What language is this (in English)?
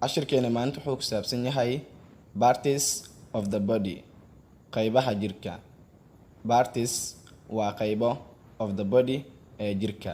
Somali